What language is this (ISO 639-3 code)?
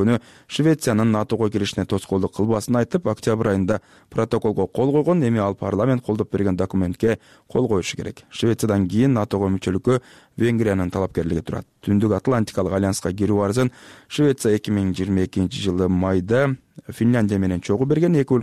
kir